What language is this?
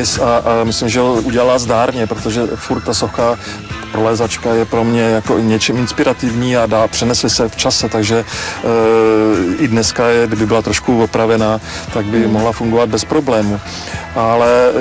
Czech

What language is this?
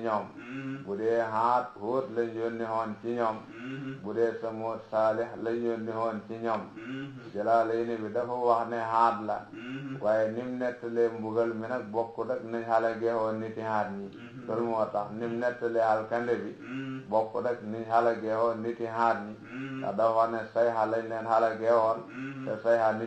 Wolof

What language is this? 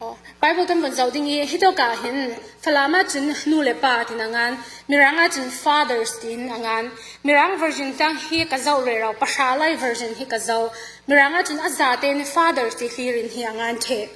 Falam Chin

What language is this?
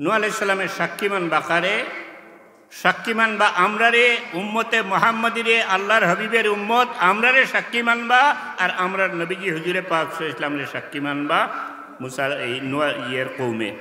Sylheti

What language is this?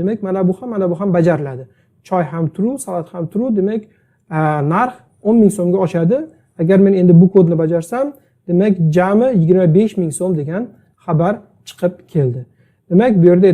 Uzbek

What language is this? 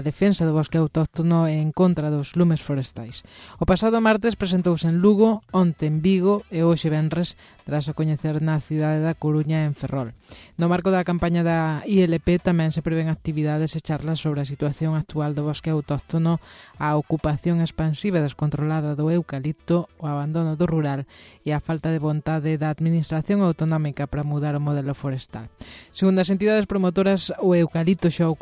Galician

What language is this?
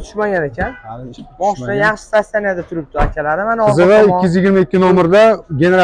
Uzbek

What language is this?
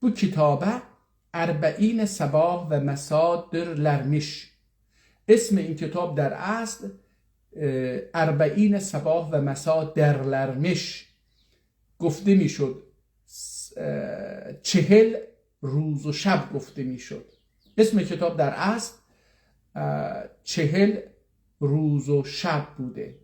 South Azerbaijani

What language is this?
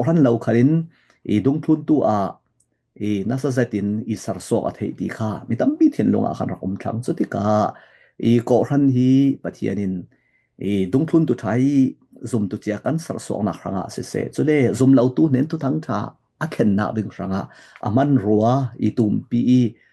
Falam Chin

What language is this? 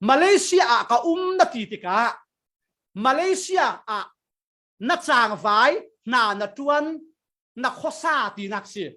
Falam Chin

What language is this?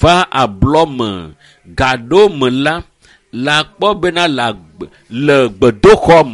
Ewe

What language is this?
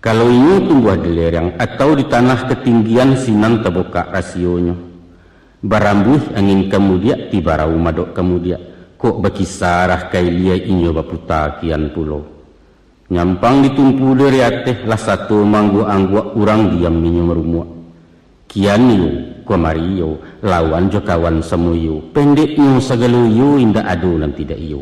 Minangkabau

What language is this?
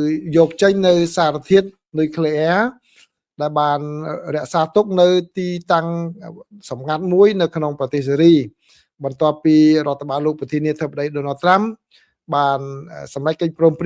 Khmer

